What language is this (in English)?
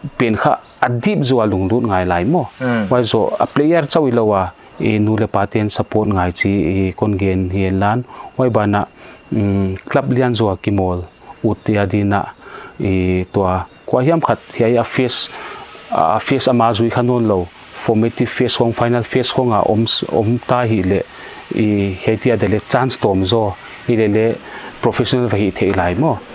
Paite Chin